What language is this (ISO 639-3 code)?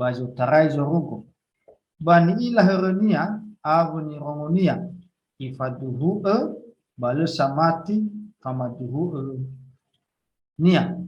nia